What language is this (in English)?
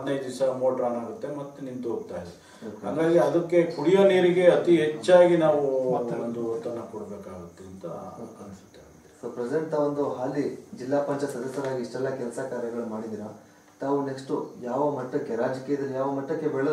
Kannada